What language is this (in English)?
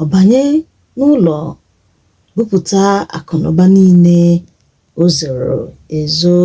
Igbo